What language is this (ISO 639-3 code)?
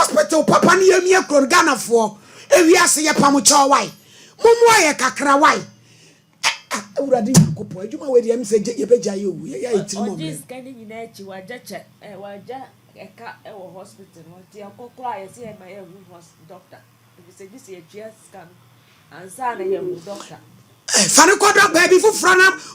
aka